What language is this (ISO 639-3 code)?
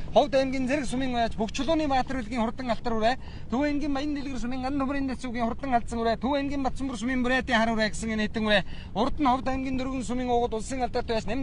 mon